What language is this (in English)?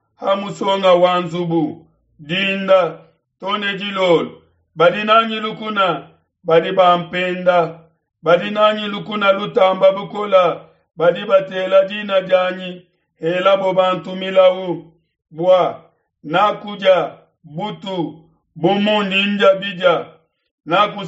Luba-Lulua